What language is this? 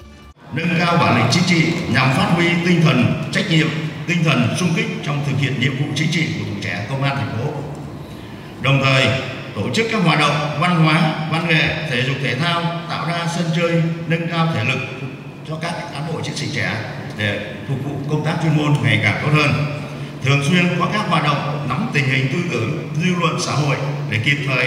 Vietnamese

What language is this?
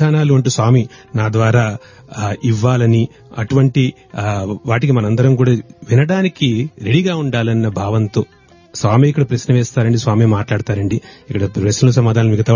Telugu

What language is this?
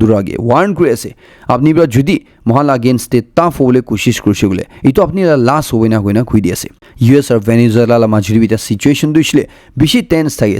Naga Pidgin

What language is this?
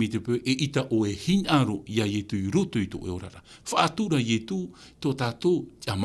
Tahitian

